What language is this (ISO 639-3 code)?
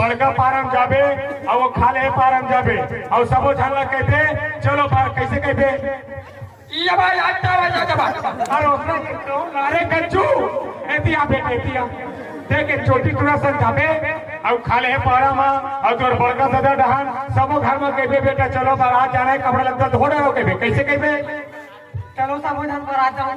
hne